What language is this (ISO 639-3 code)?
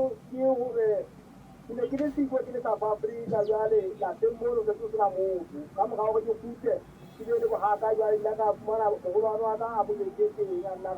sot